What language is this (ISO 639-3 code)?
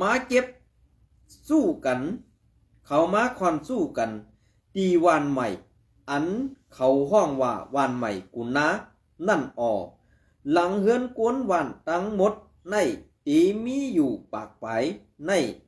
shn